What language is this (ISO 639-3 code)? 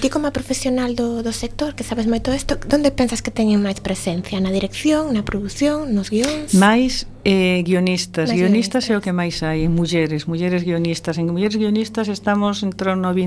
glg